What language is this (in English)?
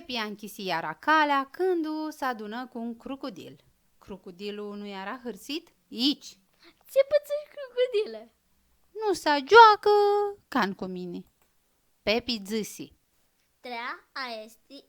Aromanian